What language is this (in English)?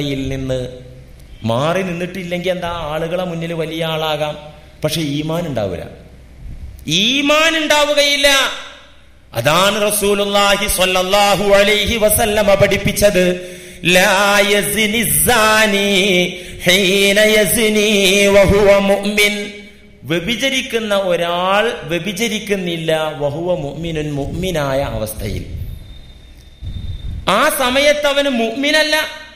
Malayalam